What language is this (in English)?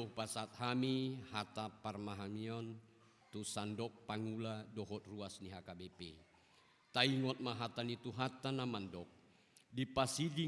Batak Toba